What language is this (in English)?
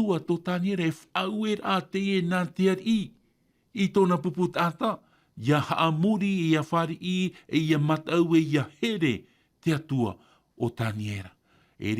Tahitian